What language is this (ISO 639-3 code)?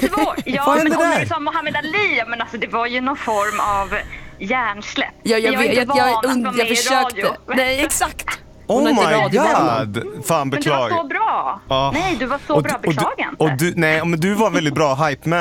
swe